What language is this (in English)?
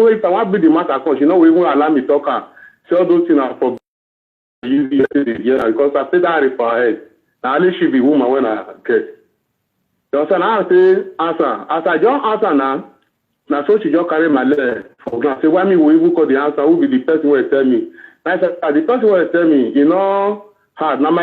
Nigerian Pidgin